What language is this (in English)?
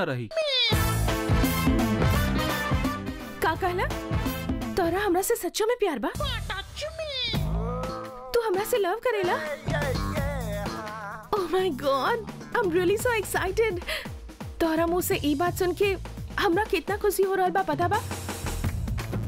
Bhojpuri